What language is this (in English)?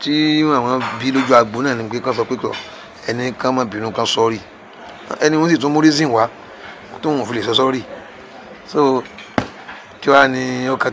Yoruba